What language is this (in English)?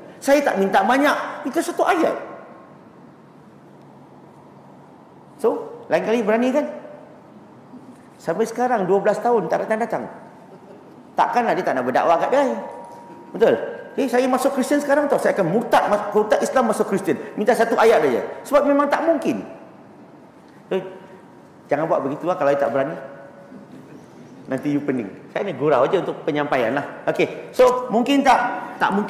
Malay